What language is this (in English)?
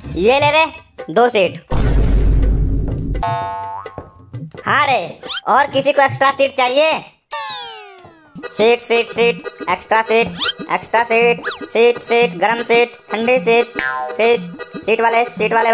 Hindi